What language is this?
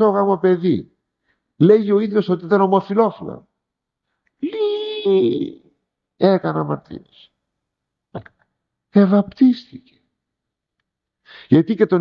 Greek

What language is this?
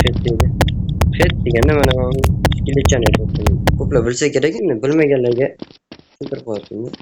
Uzbek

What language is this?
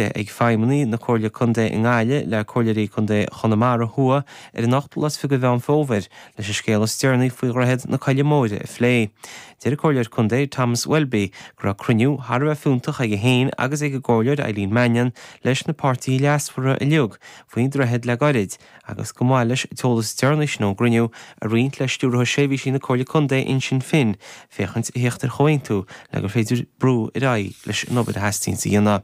Irish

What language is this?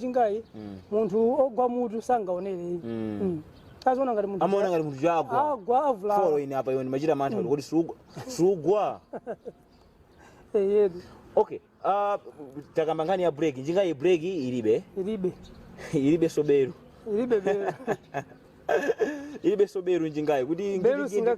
Nyanja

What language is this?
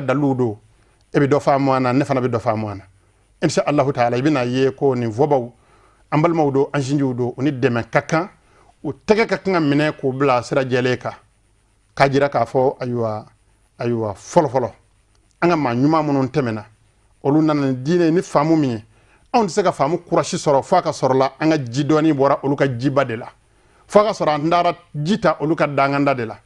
Bambara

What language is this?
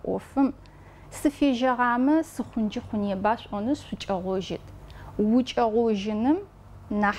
Adyghe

